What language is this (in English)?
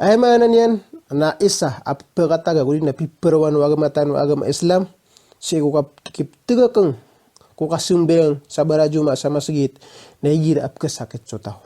Maranao